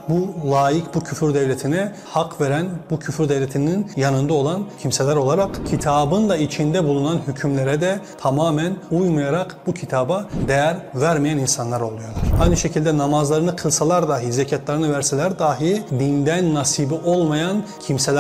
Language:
Turkish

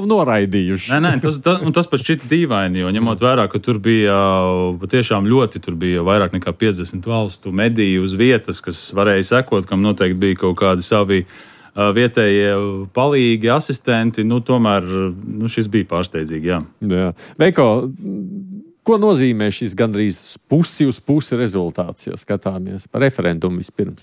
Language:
Latvian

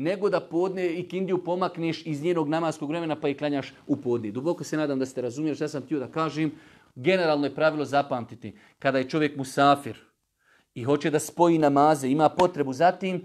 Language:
Bosnian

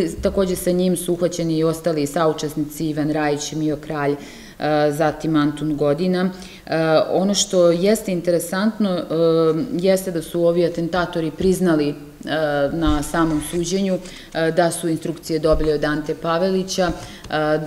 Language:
Serbian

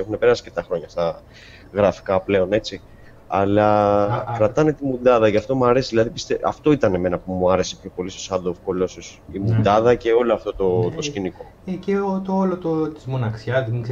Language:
Greek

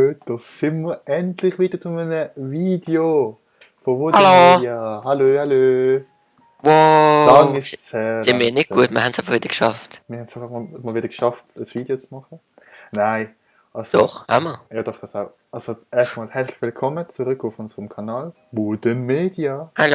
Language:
Swiss German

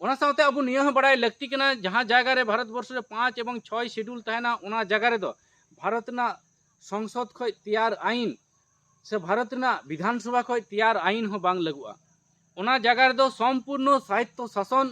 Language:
Santali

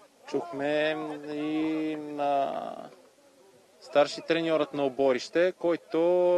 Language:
Bulgarian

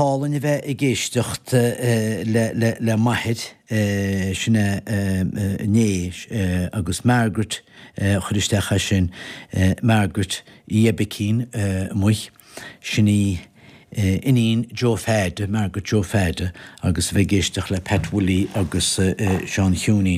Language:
Irish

